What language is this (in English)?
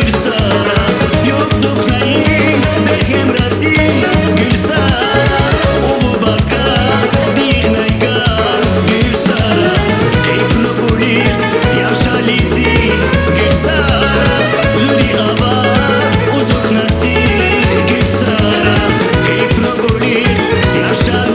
Tabassaran